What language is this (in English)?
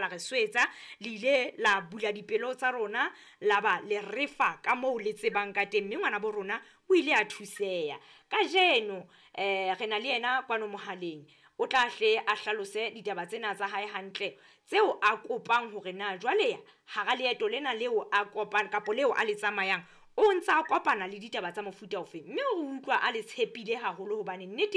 Southern Sotho